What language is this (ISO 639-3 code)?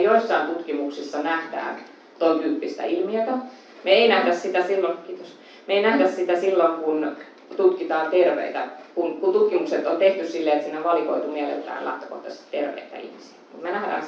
fin